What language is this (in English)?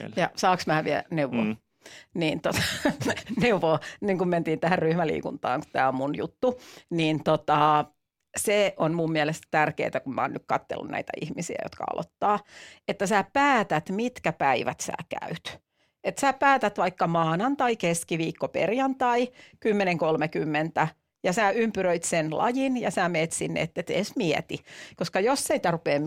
Finnish